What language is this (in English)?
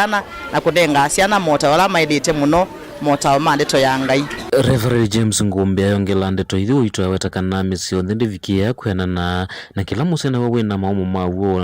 Kamba